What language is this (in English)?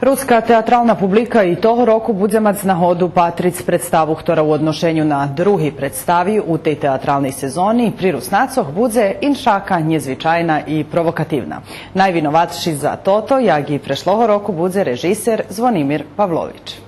Rusyn